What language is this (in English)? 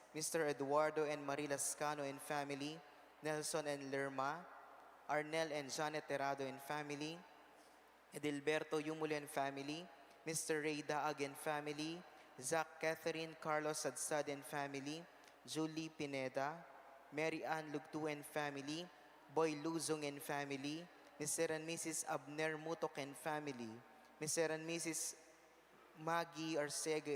Pampanga